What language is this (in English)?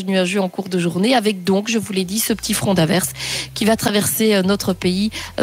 French